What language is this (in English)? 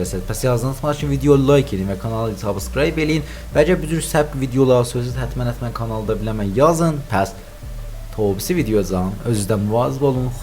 South Azerbaijani